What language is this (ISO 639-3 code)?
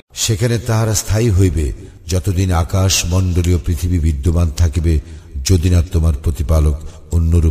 ben